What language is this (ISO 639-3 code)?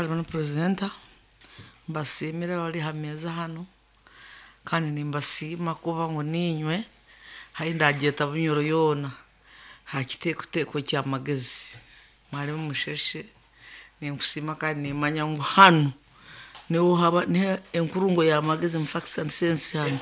nyn